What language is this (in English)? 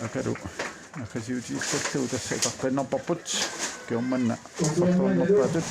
Kalaallisut